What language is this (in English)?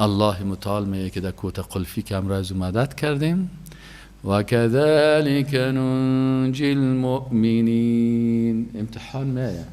Persian